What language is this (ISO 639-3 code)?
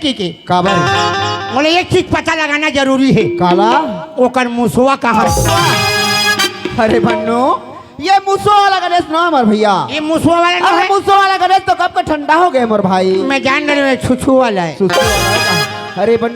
hne